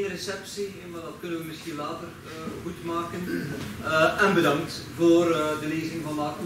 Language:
Dutch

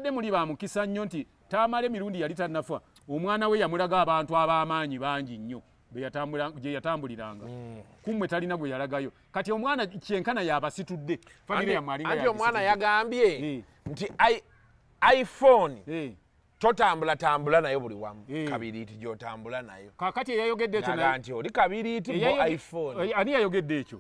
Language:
Ganda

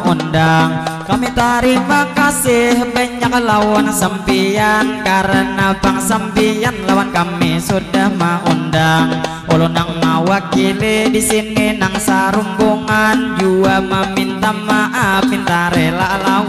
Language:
Banjar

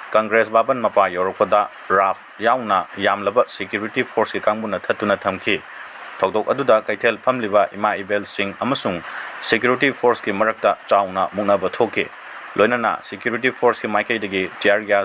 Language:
Manipuri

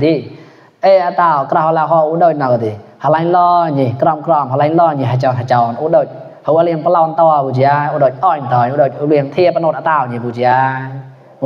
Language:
Mon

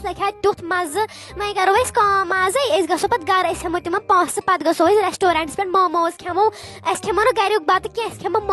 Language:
Kashmiri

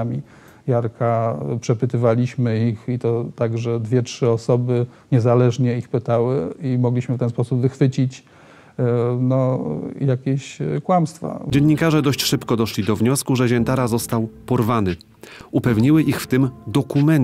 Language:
Polish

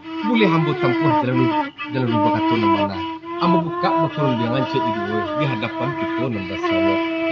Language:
Minangkabau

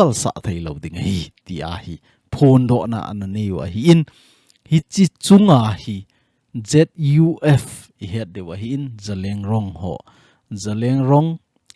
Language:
Thado Chin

